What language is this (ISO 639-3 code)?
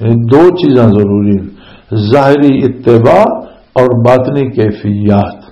lah